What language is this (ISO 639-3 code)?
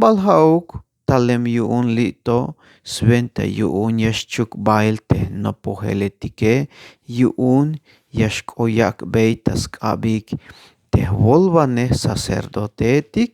tzh